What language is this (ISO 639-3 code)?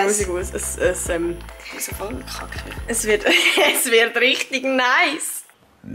gsw